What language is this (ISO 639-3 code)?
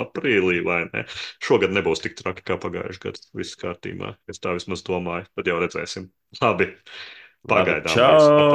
lav